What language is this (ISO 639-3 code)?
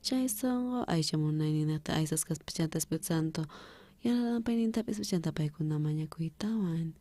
quh